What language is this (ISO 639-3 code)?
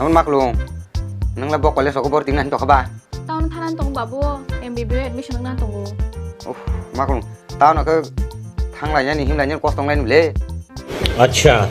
trp